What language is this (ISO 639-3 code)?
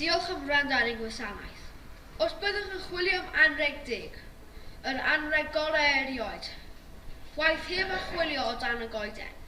cym